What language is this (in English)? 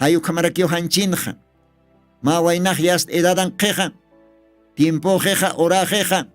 Aymara